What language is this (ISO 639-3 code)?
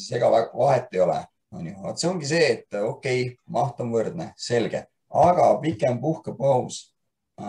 est